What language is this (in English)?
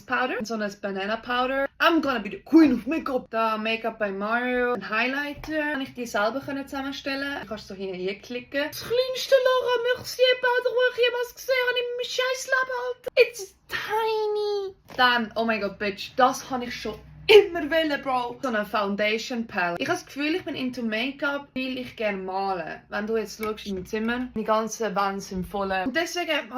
Swiss German